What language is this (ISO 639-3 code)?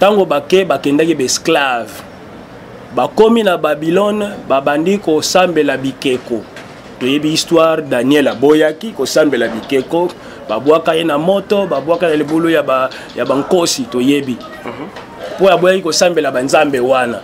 lin